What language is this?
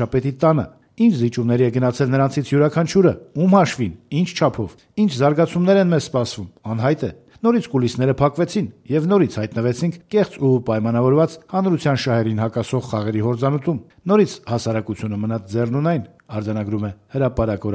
Armenian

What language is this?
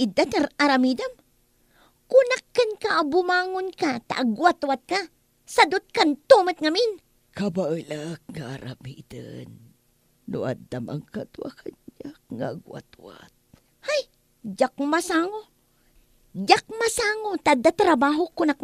Iloko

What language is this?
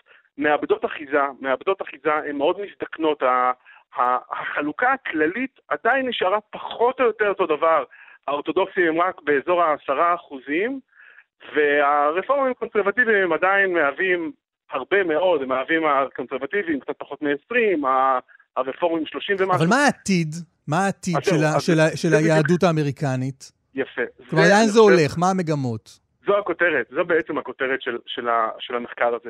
Hebrew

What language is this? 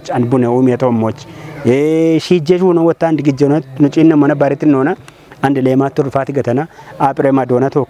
Kafa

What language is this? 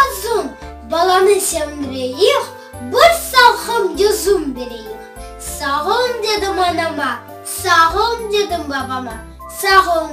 Crimean Tatar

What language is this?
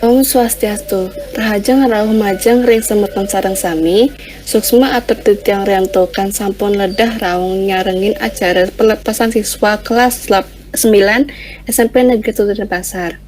Balinese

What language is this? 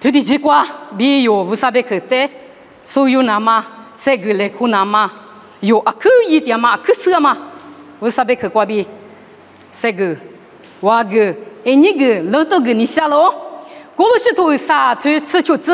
Lisu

